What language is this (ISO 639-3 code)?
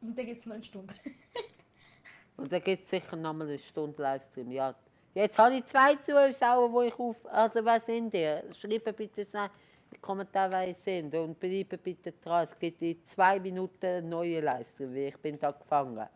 gsw